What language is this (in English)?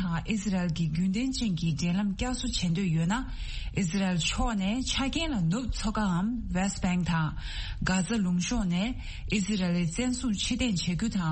Tibetan